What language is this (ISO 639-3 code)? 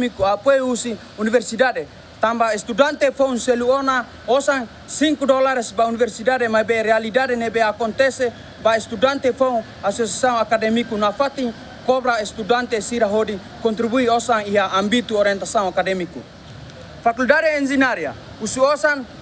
tet